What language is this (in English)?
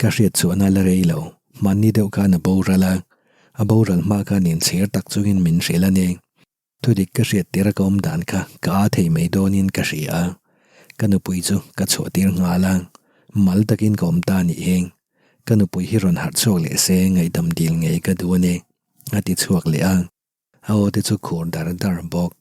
Mizo